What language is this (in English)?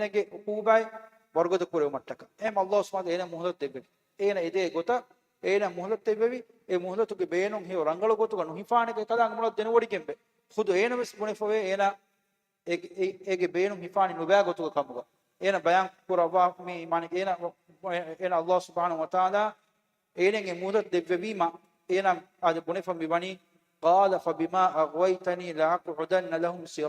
Divehi